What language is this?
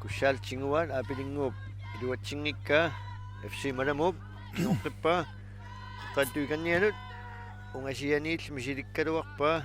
Kalaallisut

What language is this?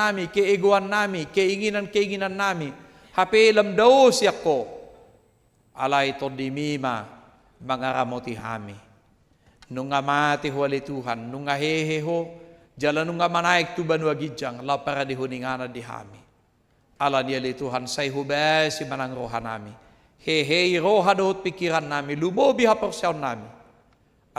Batak Toba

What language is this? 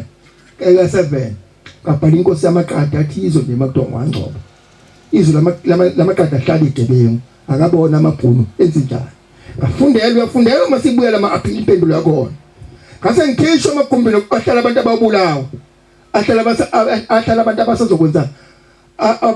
Zulu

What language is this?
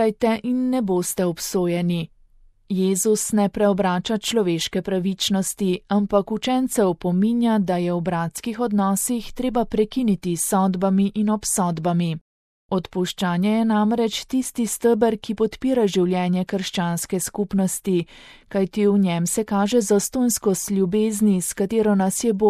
Slovenian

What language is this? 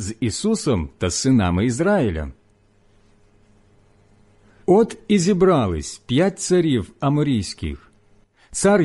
Ukrainian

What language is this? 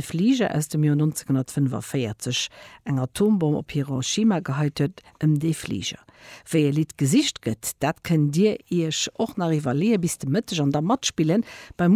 Luxembourgish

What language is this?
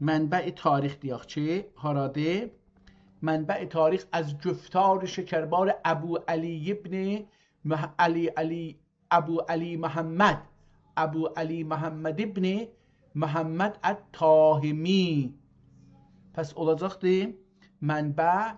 South Azerbaijani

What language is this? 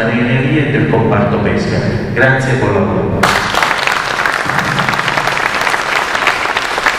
Italian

